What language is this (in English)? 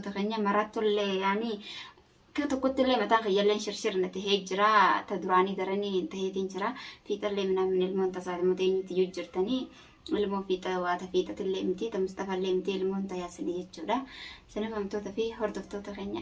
Oromo